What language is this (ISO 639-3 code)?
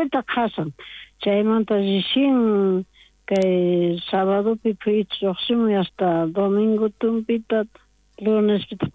quh